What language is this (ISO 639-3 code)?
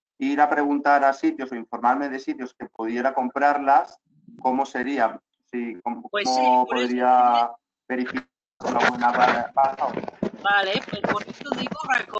spa